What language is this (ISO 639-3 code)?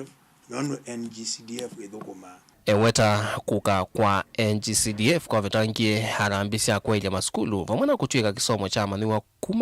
kam